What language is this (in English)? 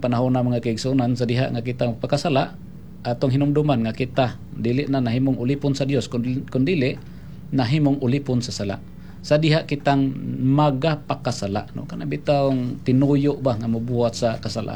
Cebuano